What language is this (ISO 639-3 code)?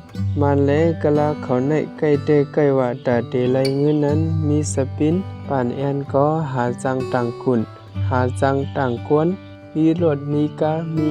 shn